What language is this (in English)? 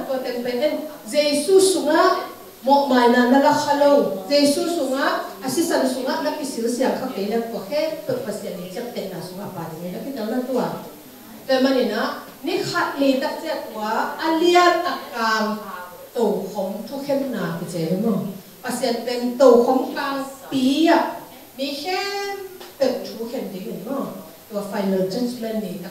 Tedim Chin